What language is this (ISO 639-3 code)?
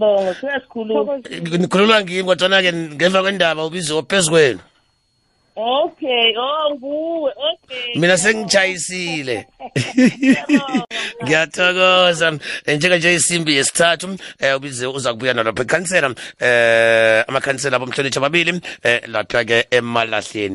nbl